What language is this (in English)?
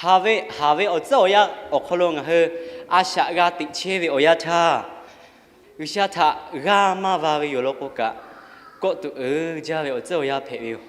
Lahu